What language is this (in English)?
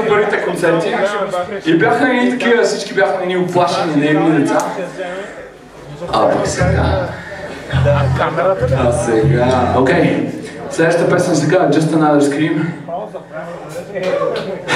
Bulgarian